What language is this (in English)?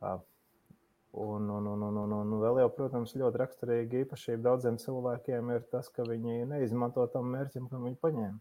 Latvian